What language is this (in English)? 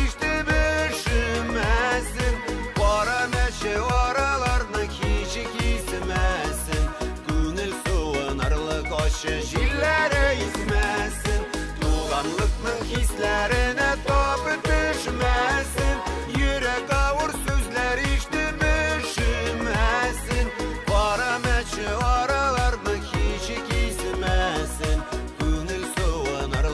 Bashkir